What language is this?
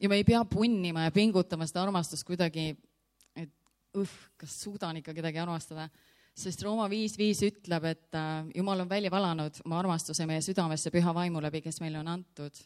Estonian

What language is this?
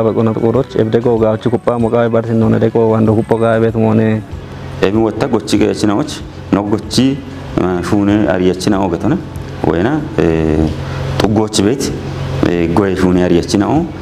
Kafa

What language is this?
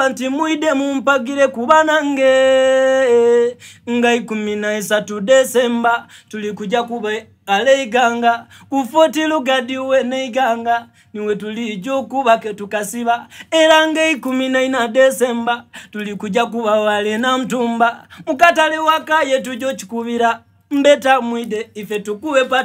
Soga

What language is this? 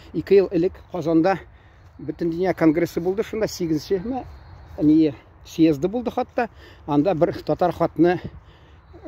Tatar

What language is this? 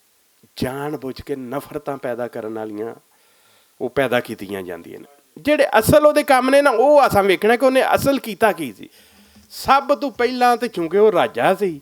Western Panjabi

